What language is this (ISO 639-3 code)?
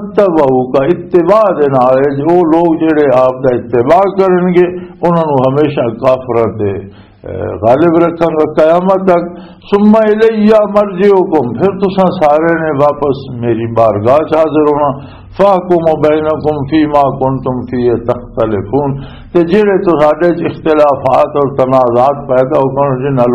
lah